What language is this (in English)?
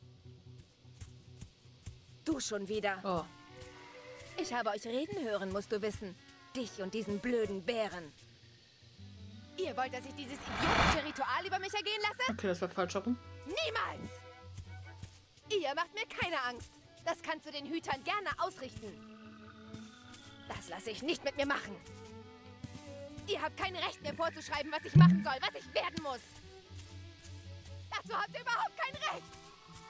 German